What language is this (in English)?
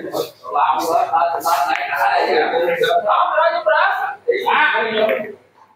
Vietnamese